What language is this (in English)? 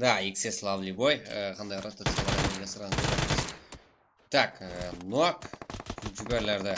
Kara-Kalpak